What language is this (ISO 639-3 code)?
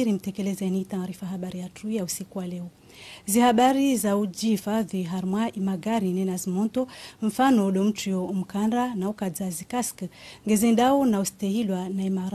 zdj